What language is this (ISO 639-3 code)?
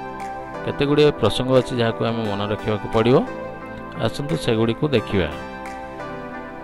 ori